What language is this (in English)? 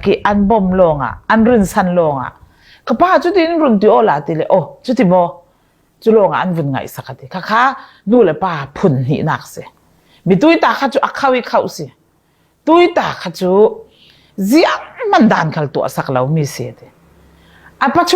Falam Chin